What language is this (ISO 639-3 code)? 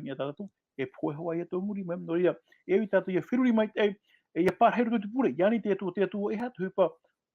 tah